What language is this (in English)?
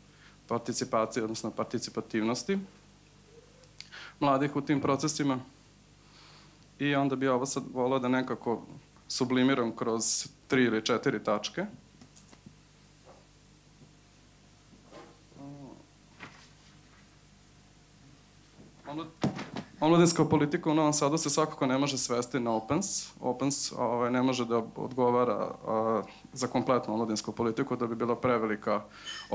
Serbian